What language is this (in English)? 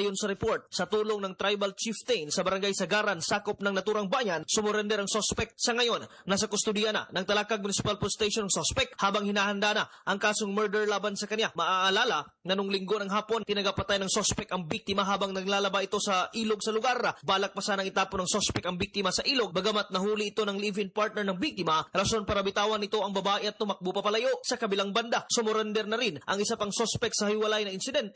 Filipino